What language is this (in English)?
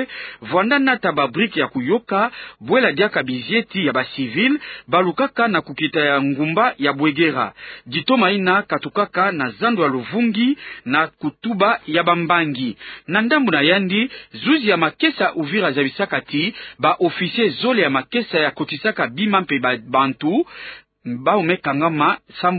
Kituba (Democratic Republic of Congo)